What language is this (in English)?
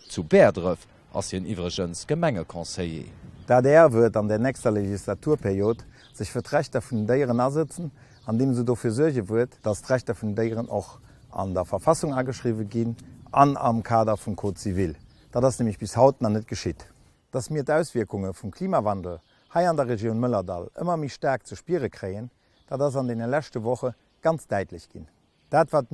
Luxembourgish